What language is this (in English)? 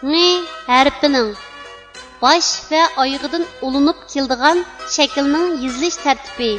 Uyghur